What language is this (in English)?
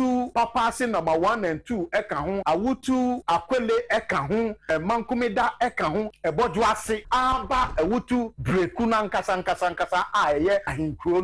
Akan